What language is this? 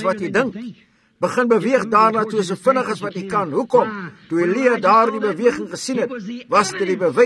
Afrikaans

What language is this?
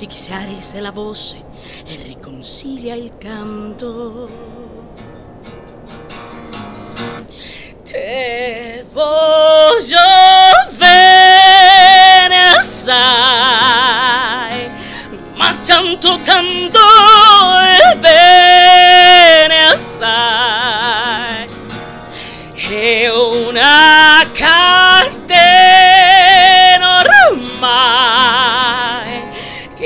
Spanish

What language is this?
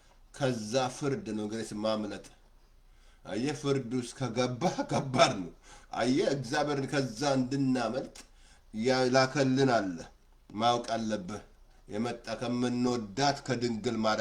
Amharic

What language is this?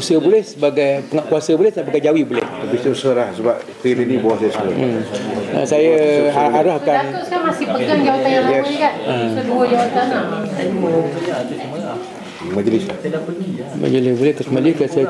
Malay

